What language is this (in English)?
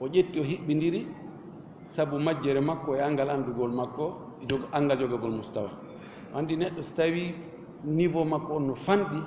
Fula